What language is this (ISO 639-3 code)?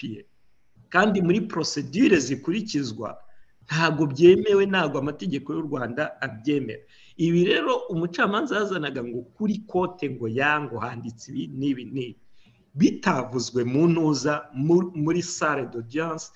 kin